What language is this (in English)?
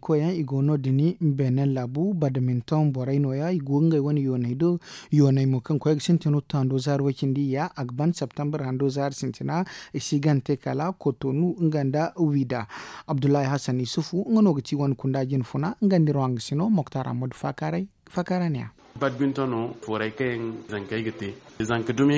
Zarma